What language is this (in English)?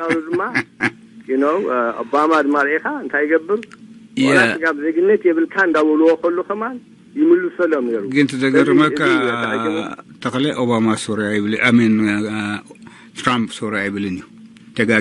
Tigrinya